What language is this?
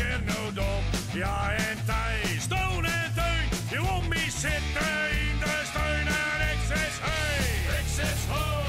Western Frisian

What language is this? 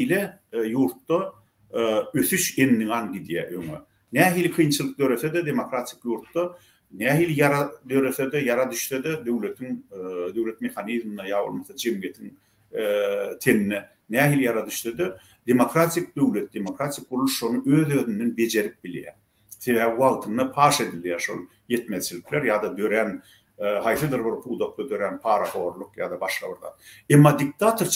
Turkmen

